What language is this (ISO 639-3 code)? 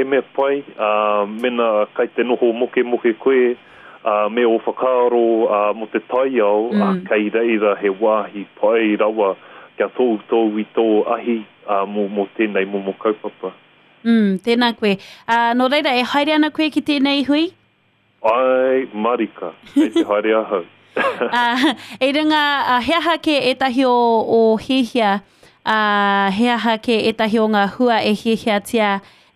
mri